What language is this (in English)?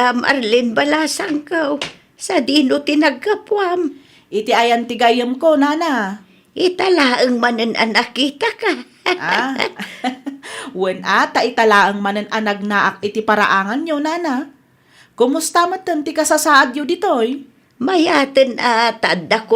Iloko